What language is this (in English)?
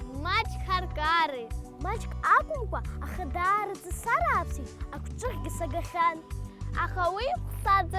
Abkhazian